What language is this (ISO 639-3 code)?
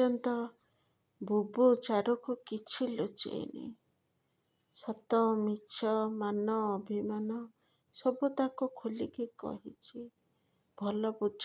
ori